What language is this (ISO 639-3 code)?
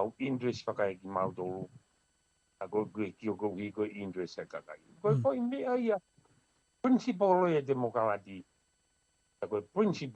ton